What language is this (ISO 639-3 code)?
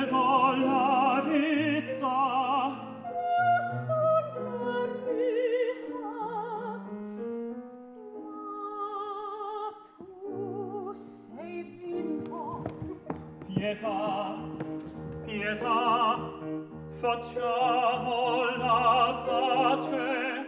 ita